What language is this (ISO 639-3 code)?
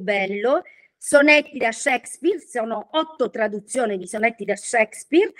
ita